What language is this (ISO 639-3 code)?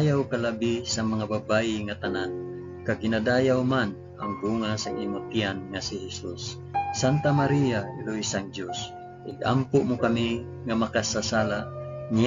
hil